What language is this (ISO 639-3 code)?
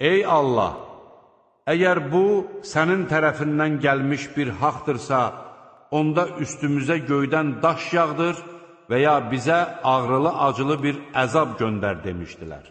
aze